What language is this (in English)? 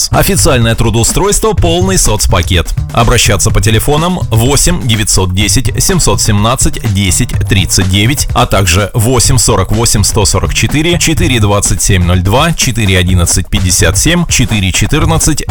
Russian